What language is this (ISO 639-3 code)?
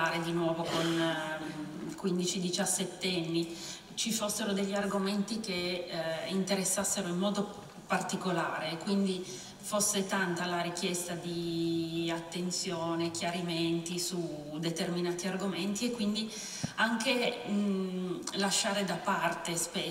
ita